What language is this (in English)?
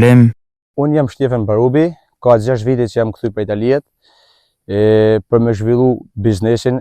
Albanian